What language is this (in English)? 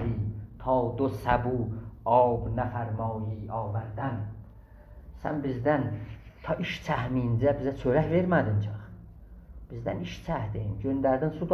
South Azerbaijani